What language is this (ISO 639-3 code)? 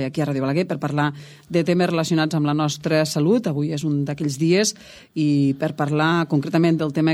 cat